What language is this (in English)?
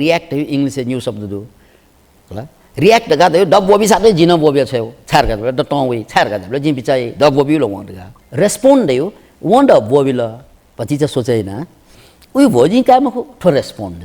Newari